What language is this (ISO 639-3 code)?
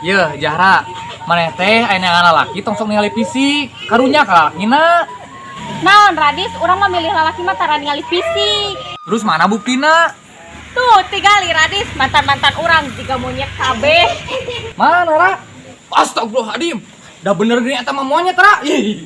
sun